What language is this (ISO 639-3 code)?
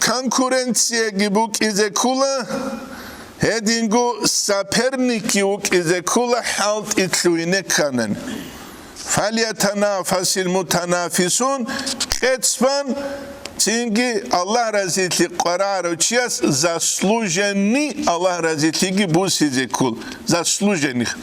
ava